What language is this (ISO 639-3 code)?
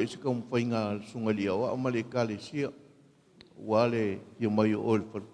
smo